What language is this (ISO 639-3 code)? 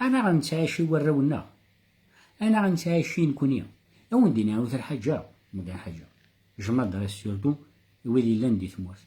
kab